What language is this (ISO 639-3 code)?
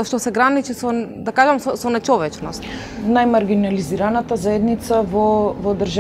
mkd